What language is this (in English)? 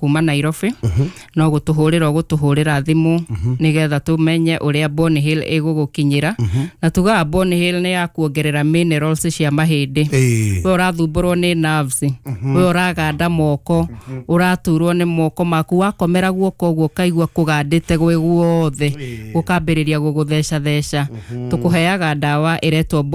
Kikuyu